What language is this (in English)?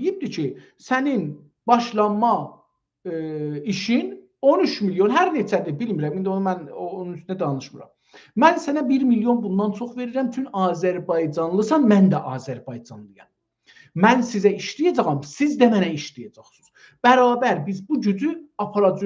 South Azerbaijani